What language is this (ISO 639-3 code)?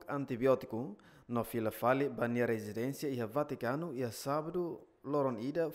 tet